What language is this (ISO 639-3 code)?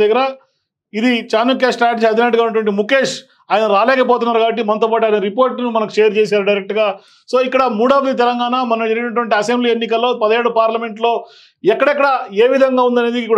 tel